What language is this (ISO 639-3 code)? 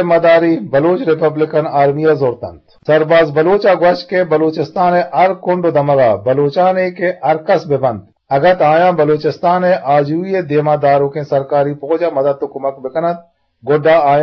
bgp